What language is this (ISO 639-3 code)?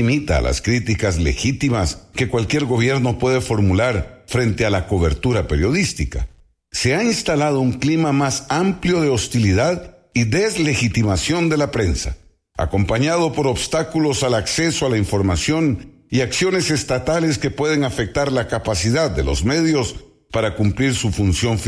spa